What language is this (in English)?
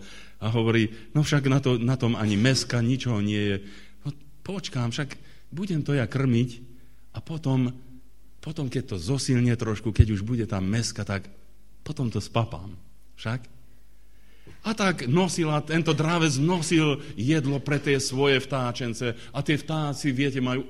Slovak